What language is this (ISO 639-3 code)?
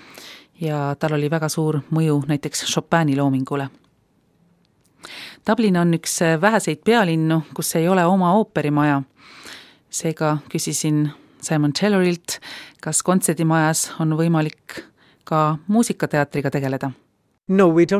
est